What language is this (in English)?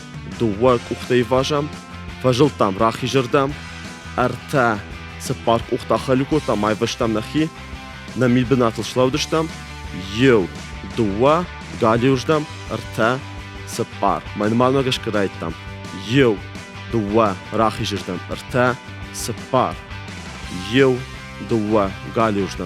Ossetic